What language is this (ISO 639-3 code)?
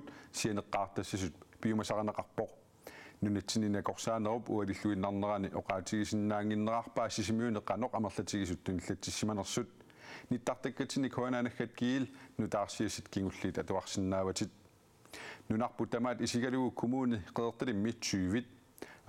kal